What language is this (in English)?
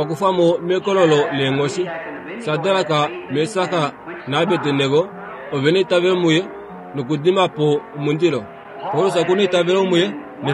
Kuanyama